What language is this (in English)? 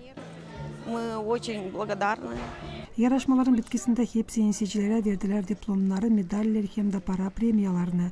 Gagauz